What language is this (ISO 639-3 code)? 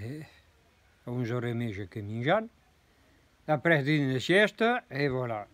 oci